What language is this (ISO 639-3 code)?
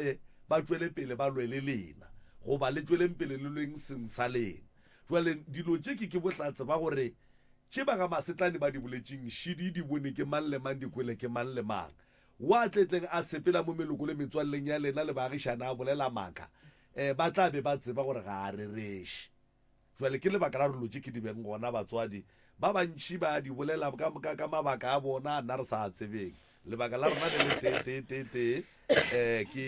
nso